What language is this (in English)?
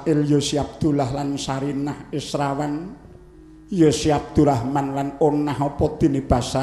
Javanese